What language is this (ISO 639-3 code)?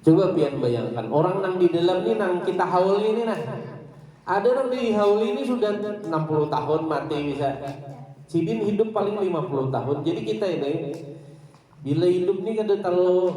bjn